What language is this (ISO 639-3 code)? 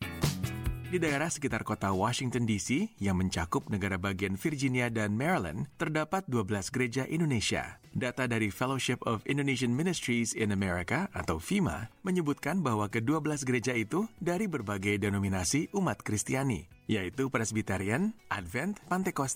ind